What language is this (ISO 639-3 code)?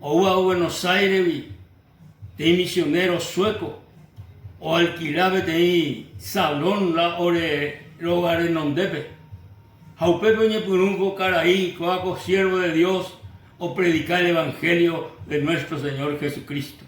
grn